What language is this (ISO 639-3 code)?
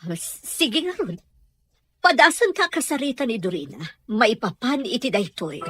ilo